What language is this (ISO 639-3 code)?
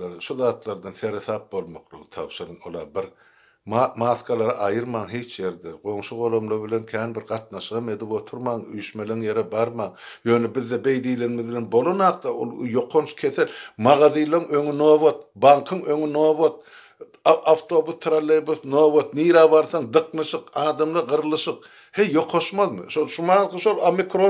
tuk